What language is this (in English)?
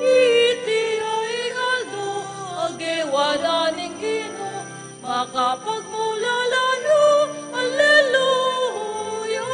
Pampanga